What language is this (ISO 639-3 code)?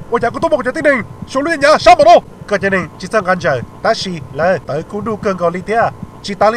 hmn